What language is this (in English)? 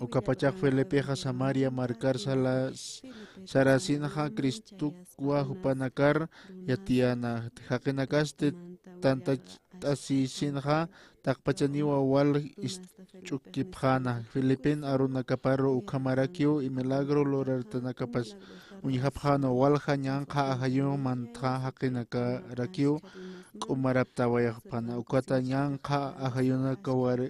Aymara